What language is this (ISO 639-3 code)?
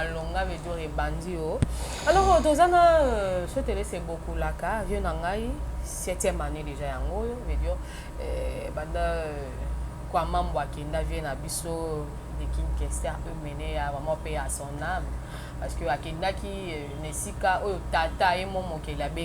lin